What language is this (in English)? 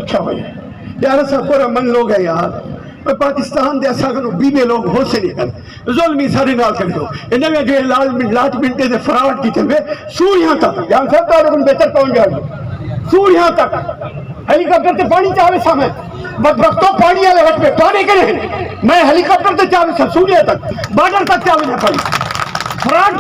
Saraiki